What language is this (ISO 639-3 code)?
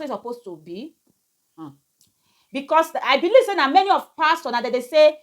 pcm